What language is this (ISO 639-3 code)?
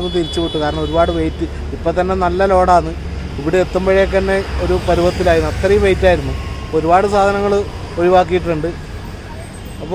mal